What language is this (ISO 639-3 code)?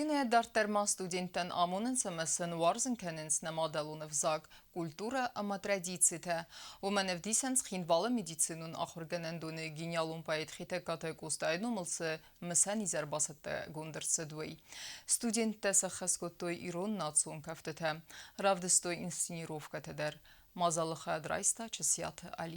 oss